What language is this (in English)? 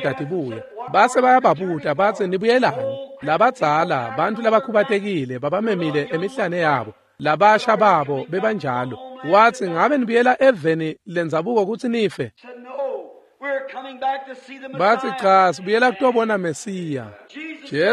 Swati